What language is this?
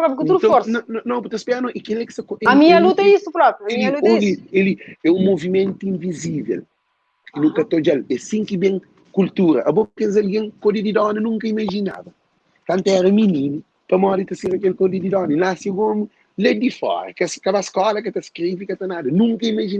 Kabuverdianu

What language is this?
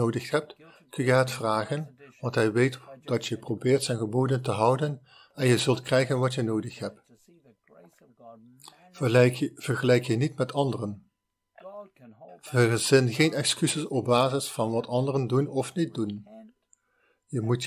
Dutch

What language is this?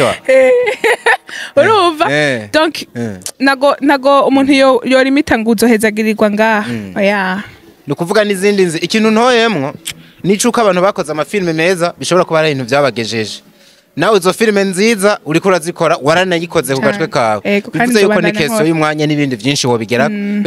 Rundi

